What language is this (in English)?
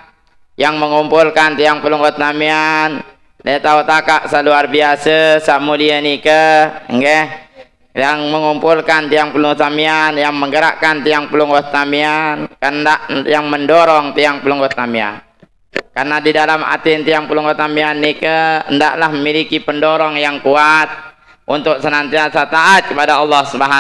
Sasak